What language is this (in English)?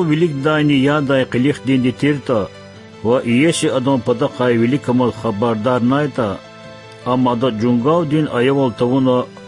Lezghian